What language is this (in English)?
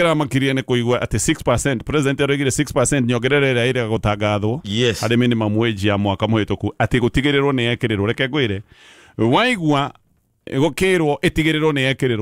Kikuyu